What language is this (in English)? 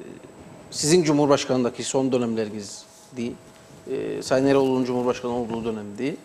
Turkish